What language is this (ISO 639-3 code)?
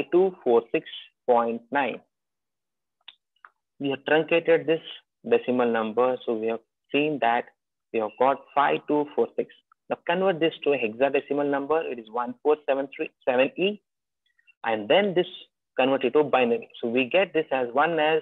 eng